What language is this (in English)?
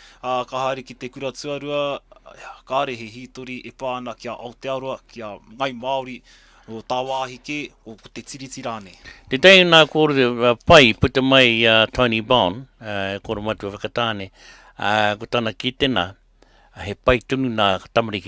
Māori